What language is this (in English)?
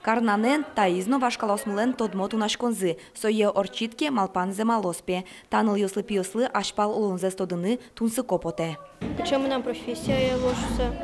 Udmurt